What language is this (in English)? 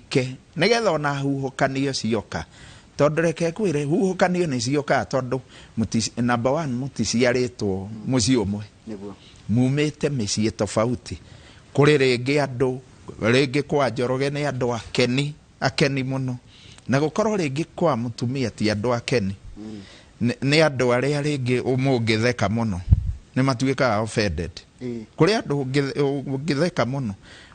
Kikuyu